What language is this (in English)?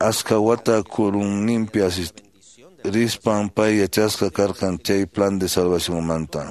Quechua